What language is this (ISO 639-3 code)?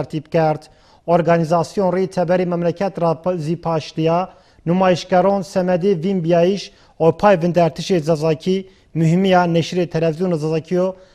zza